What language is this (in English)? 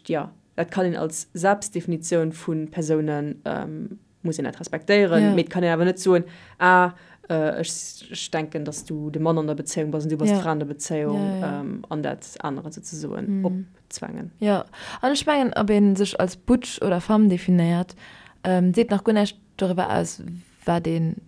Luxembourgish